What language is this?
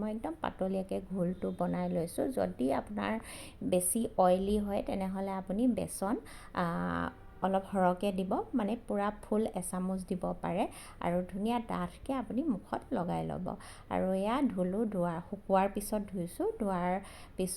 Assamese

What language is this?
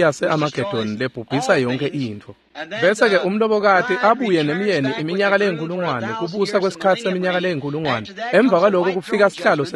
Swati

